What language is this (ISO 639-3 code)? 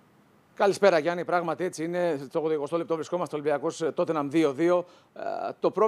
ell